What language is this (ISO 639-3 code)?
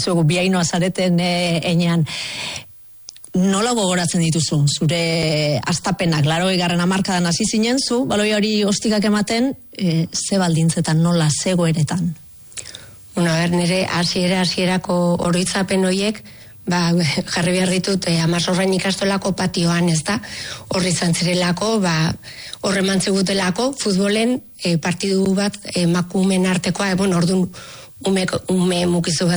eus